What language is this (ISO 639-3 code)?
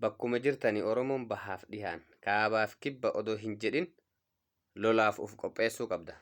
orm